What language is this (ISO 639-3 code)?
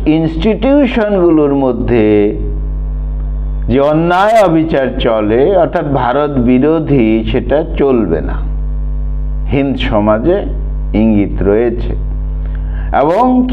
ben